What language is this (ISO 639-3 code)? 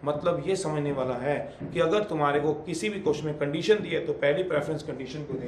hin